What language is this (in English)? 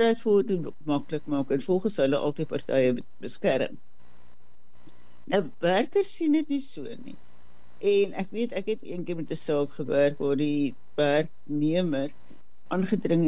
Afrikaans